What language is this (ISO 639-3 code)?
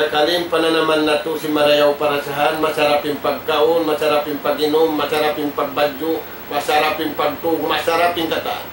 tsg